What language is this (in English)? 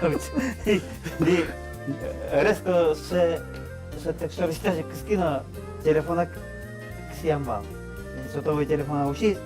Udmurt